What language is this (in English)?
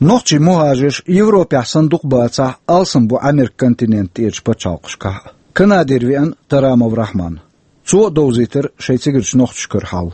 Chechen